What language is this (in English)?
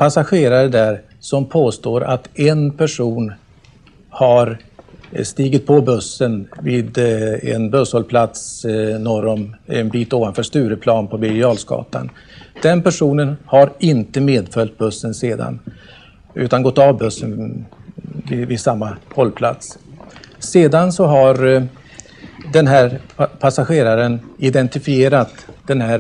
Swedish